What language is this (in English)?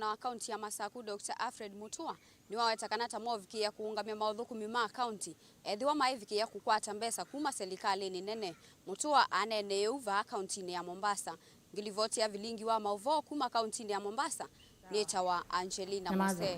Kamba